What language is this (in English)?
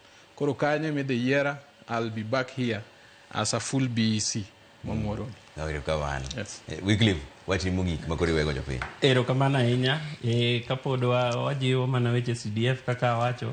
Luo (Kenya and Tanzania)